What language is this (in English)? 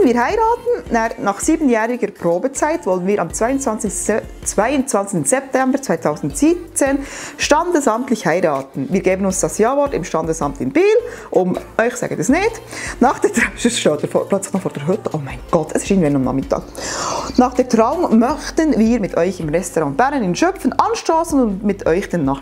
Swiss German